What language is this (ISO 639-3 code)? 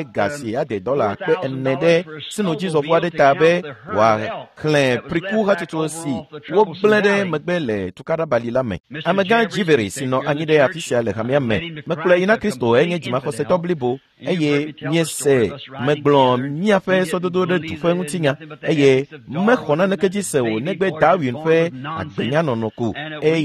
ewe